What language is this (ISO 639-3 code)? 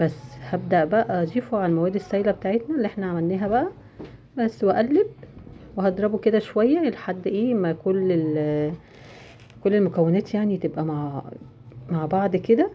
arz